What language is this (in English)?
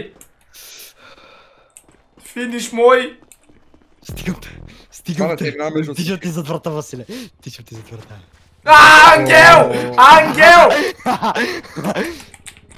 Bulgarian